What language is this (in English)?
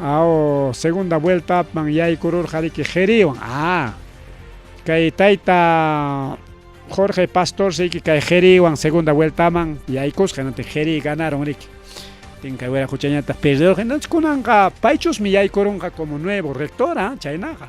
Ayacucho Quechua